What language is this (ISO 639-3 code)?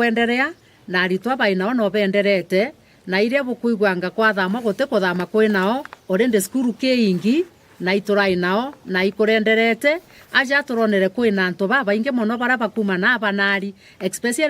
mer